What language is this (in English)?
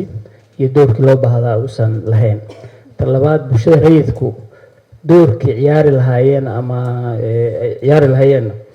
Somali